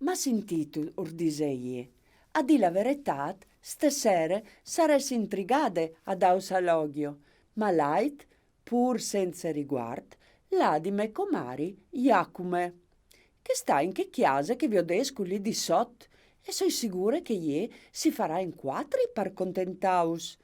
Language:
Friulian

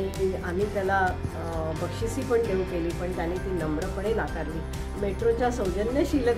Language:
Marathi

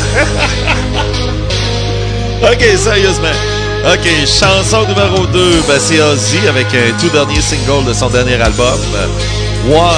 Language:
French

